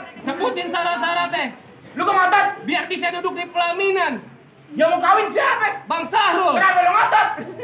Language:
Betawi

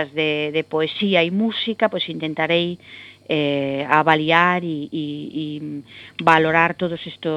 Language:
Galician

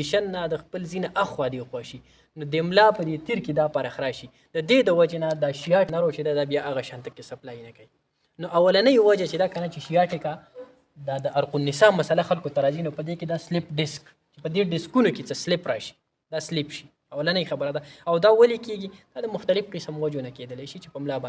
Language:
Pashto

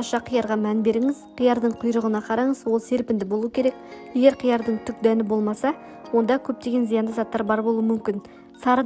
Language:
Kazakh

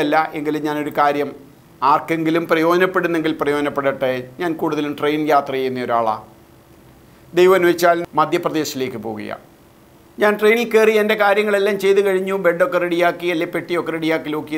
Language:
Malayalam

